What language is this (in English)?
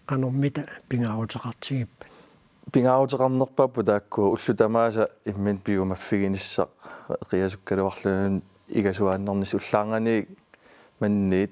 Kalaallisut